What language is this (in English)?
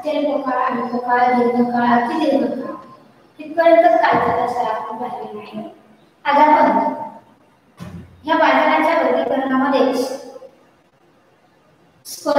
Marathi